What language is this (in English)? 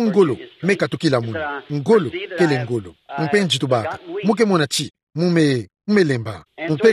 Kituba (Democratic Republic of Congo)